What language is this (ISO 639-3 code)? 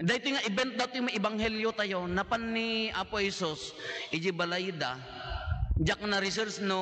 ilo